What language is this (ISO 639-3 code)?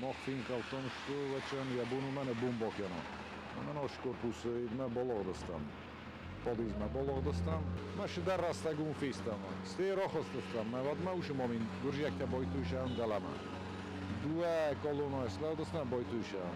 oss